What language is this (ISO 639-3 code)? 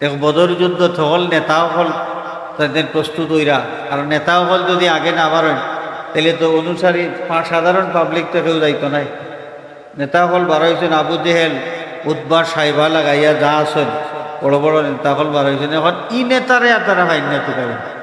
syl